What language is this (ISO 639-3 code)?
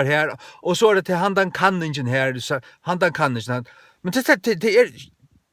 fao